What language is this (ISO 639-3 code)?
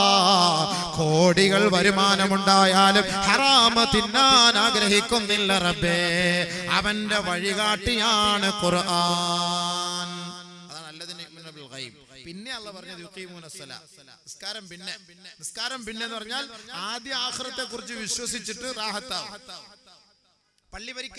mal